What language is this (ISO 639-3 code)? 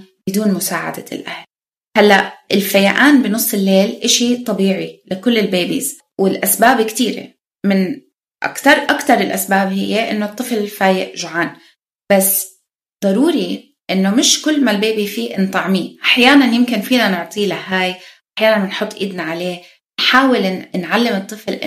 apc